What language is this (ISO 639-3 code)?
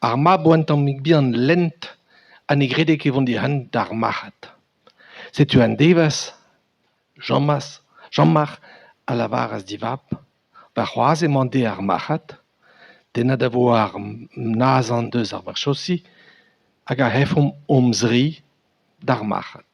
bre